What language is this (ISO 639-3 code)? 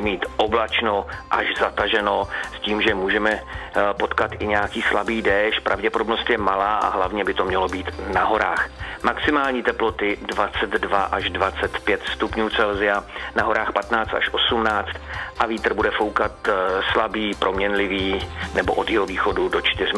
ces